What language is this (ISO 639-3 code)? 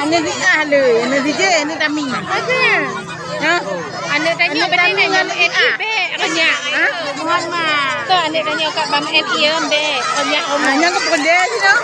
ace